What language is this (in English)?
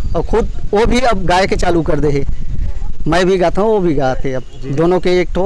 Chhattisgarhi